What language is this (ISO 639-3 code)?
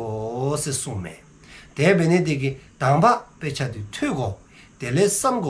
dzo